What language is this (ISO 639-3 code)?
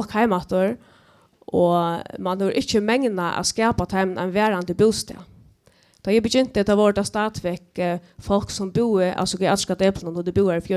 fao